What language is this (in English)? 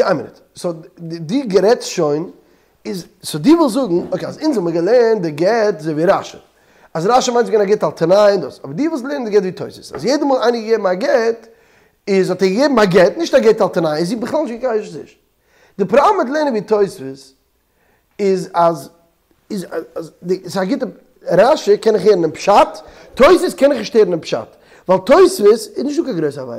Yiddish